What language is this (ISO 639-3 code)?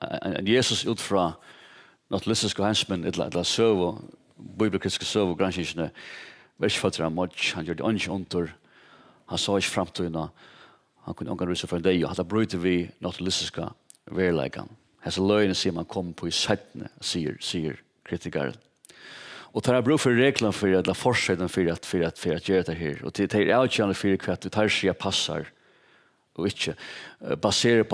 fao